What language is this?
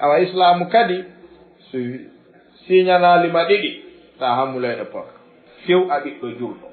Fula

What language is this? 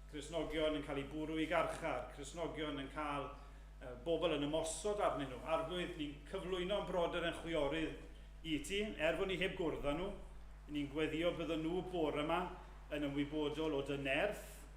Welsh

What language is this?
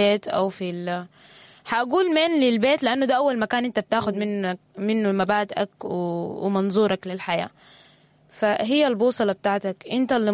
Sudanese Arabic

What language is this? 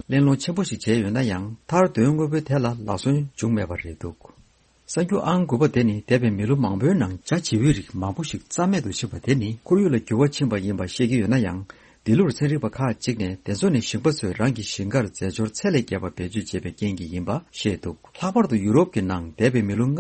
Tibetan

